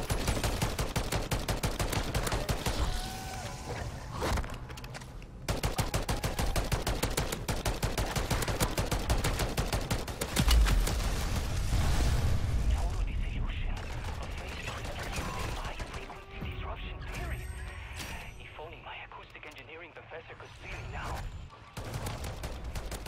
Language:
English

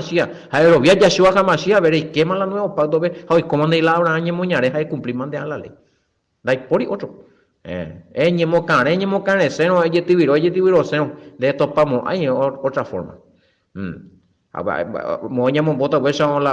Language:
Guarani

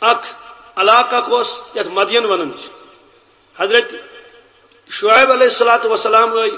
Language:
Kashmiri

